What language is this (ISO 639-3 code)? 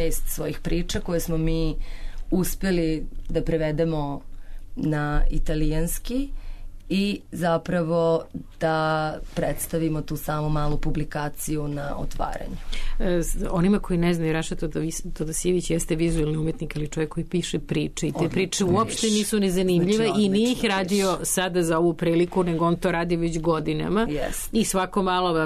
srp